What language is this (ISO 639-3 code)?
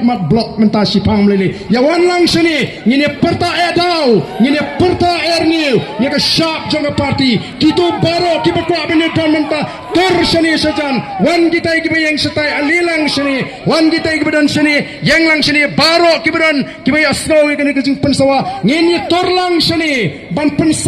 kha